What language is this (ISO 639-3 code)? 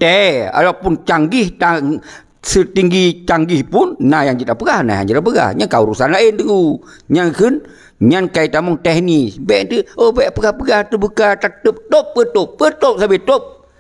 ace